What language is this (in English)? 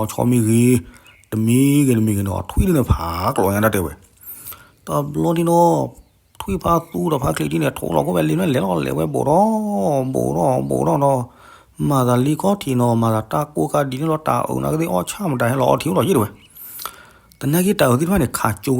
S'gaw Karen